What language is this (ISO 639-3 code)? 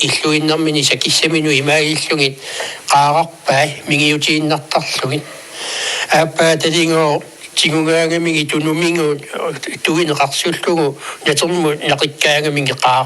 kal